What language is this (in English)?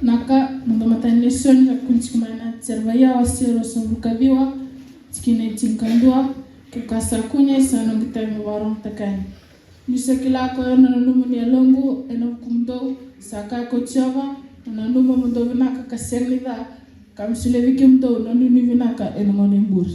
Fijian